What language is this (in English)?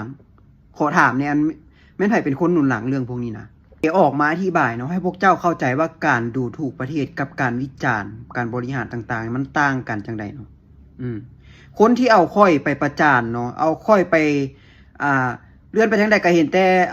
Lao